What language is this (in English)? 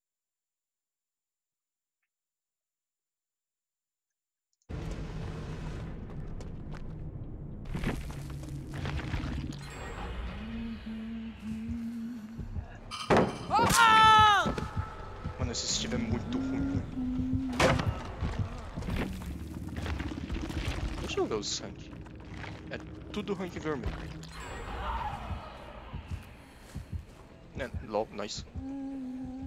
Portuguese